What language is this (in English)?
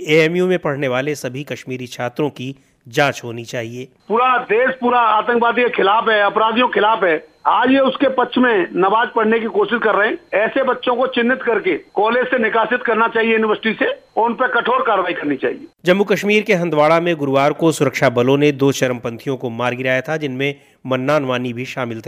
Hindi